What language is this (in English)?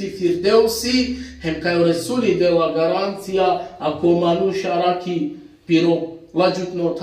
Balkan Romani